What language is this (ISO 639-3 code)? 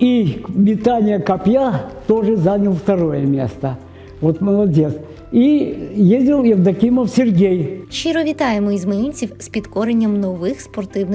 ukr